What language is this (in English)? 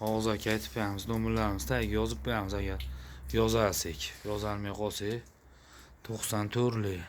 Uzbek